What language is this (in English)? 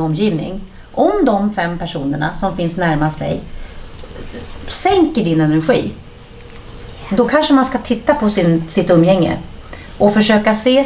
Swedish